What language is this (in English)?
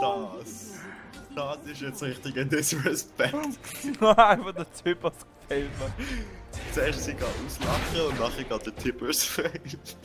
Swiss German